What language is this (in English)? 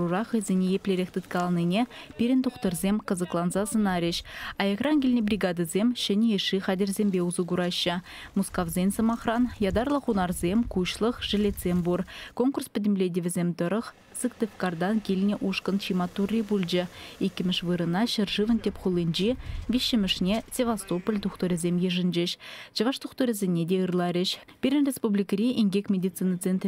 Chuvash